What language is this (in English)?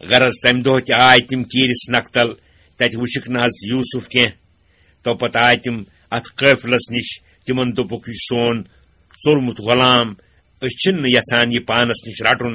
Kashmiri